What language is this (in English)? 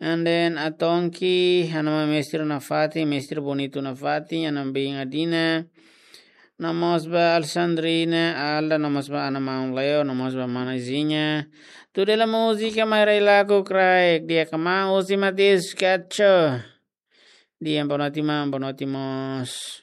Tetum